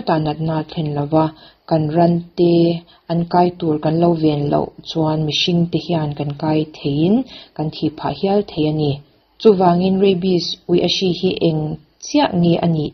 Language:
Mizo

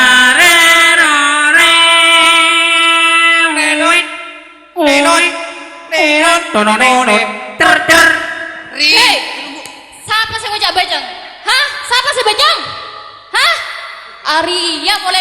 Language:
Madurese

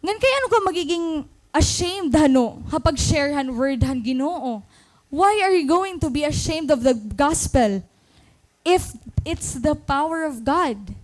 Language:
Waray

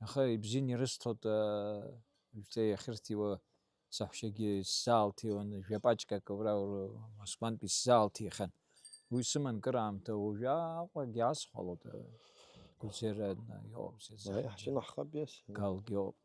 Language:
Abkhazian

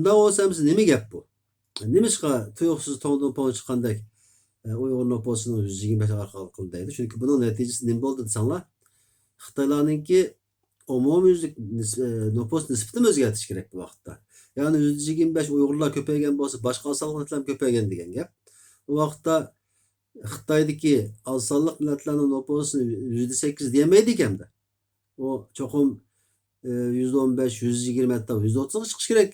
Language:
Uyghur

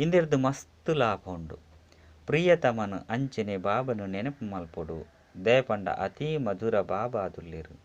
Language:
Tulu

